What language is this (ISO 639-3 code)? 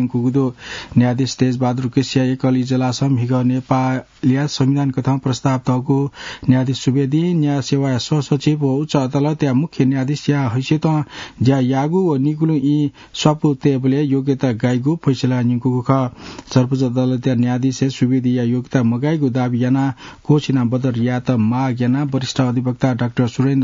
new